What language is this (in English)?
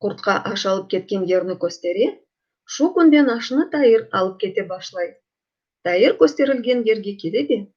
Crimean Tatar